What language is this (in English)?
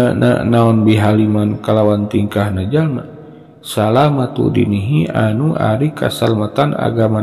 Sundanese